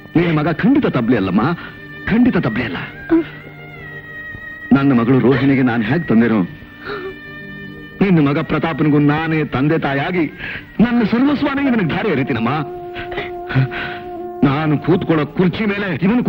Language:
Kannada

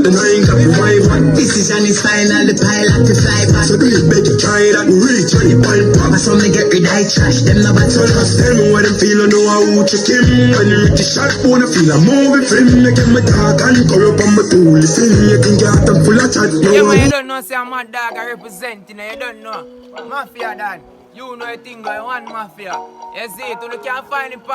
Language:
Jamaican Creole English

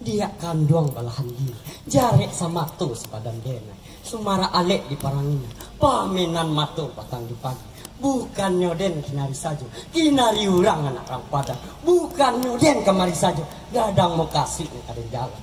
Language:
Minangkabau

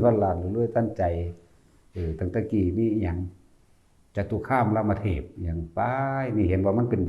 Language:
Northeastern Thai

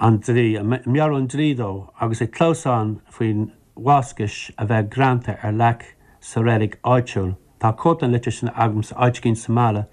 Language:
Irish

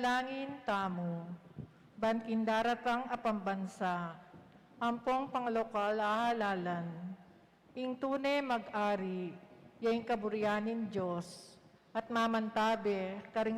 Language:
Pampanga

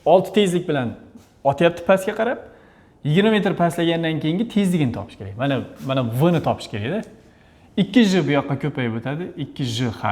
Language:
Uzbek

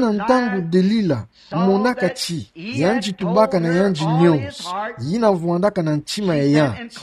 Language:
Kituba (Democratic Republic of Congo)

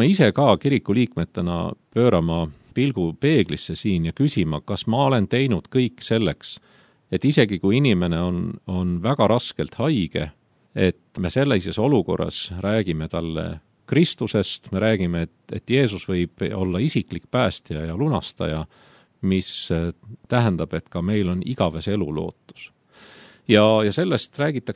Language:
Estonian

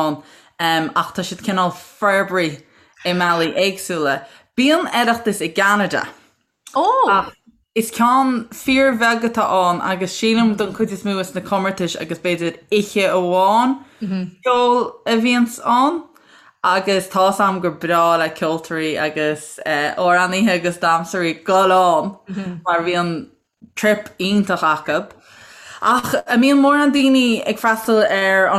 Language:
Irish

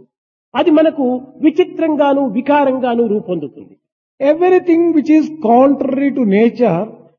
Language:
Telugu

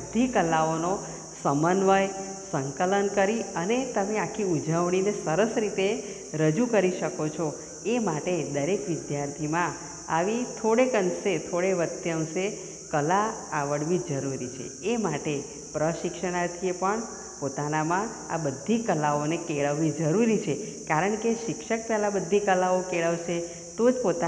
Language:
Gujarati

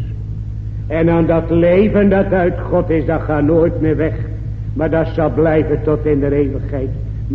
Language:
Dutch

